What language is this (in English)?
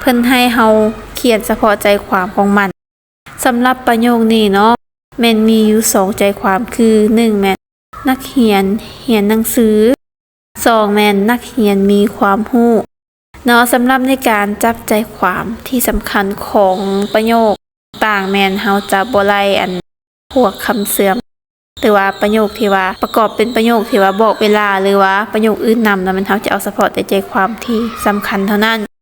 Lao